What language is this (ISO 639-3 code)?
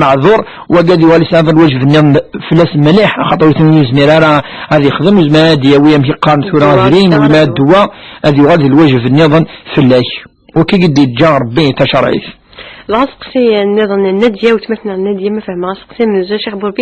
kab